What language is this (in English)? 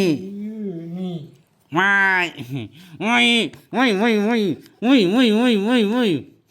Northeastern Thai